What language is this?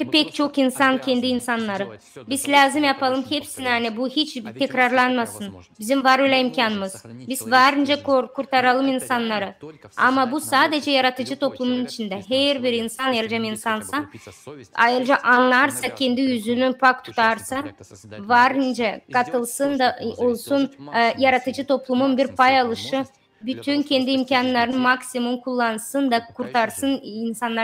Gagauz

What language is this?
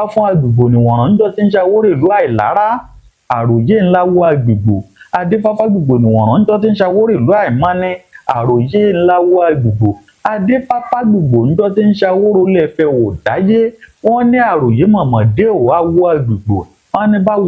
Yoruba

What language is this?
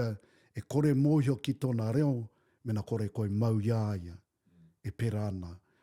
Māori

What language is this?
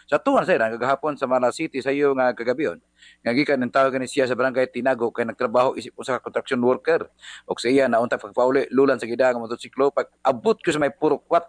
Cebuano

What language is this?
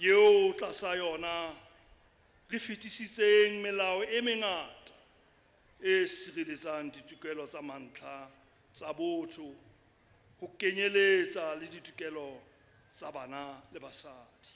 Southern Sotho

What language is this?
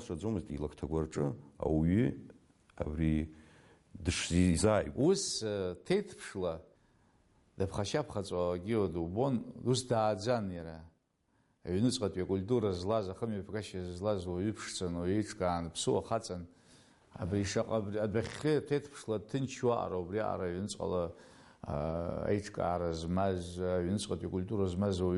Abkhazian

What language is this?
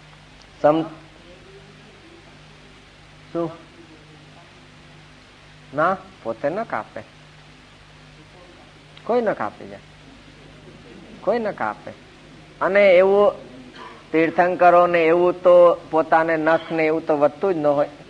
Gujarati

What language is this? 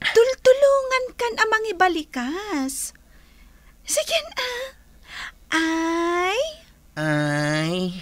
Iloko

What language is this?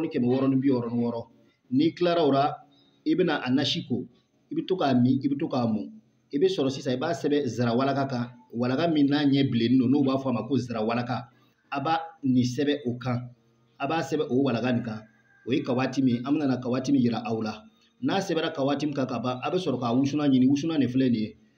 Bambara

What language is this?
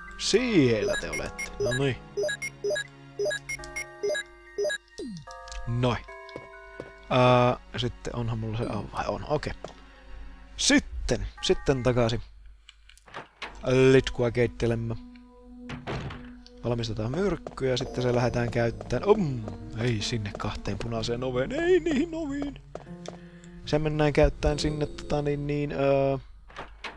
Finnish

